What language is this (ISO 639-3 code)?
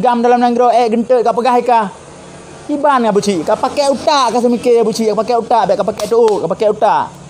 ace